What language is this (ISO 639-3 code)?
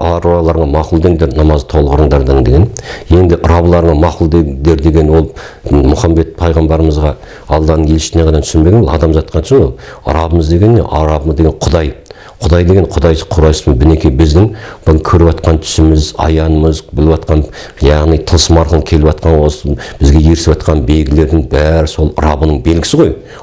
kaz